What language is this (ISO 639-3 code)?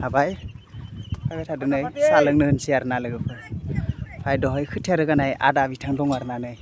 brx